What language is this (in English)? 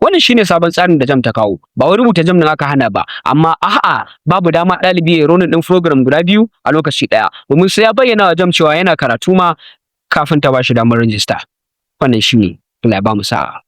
Hausa